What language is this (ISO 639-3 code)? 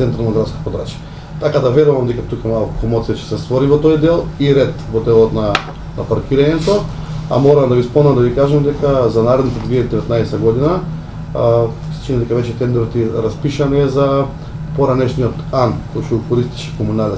mkd